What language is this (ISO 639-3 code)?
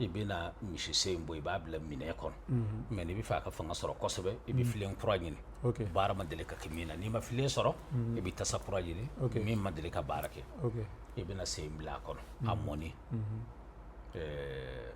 bam